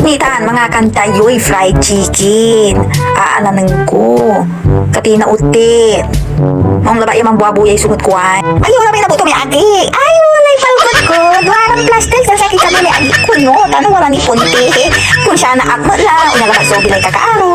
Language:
Pangasinan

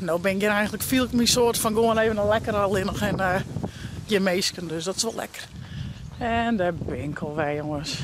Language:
Western Frisian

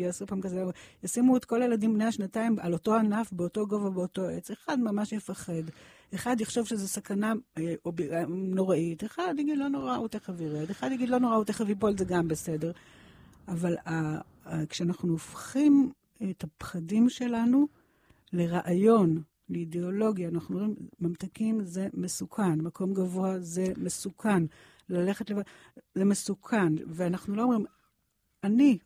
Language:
Hebrew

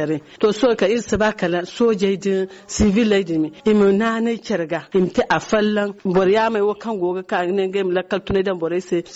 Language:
Zarma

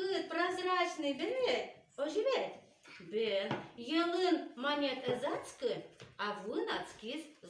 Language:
Udmurt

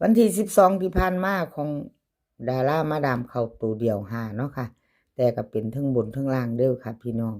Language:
Northeastern Thai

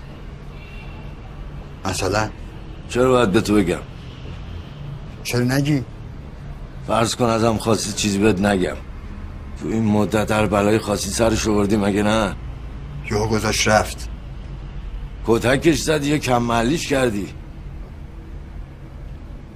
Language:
Persian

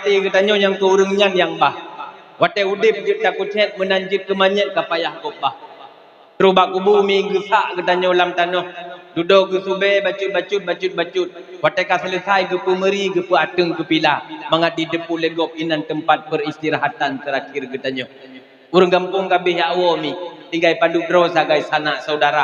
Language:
Achinese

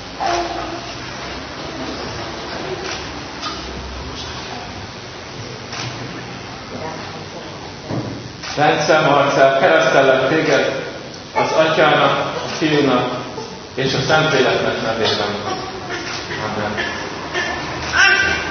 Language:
Hungarian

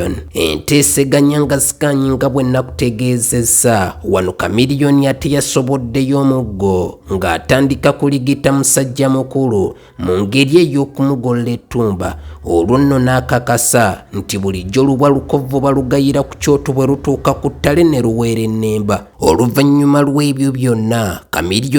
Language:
Ganda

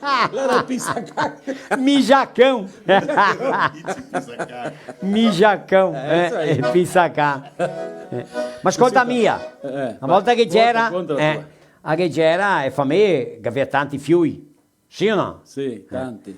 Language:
Venetian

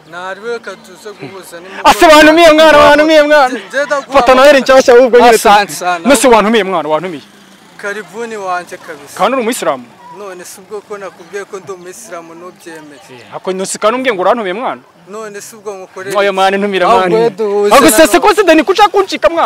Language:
Kinyarwanda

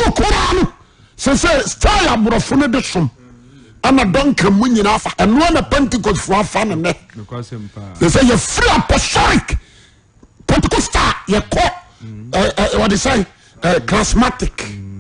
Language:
Akan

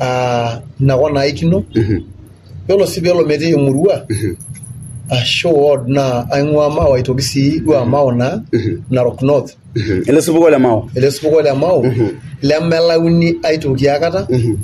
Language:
Masai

